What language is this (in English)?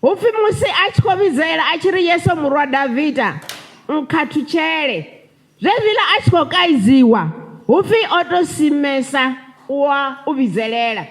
Venda